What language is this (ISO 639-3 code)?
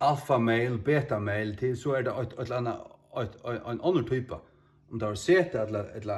fao